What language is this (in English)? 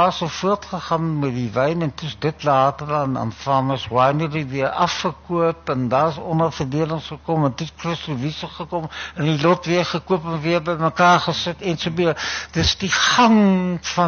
Afrikaans